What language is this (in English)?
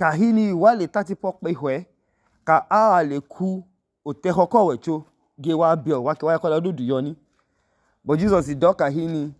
Idoma